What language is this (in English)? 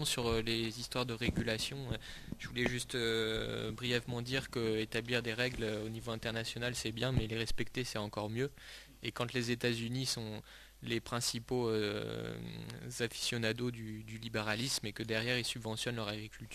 French